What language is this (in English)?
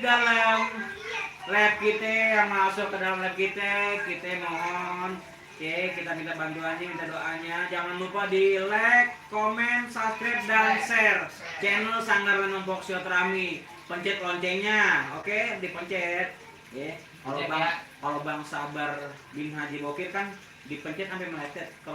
Betawi